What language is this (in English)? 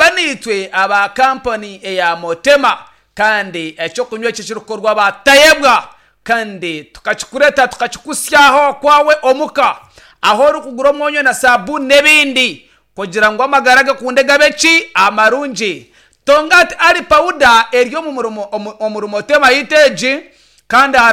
Nyankole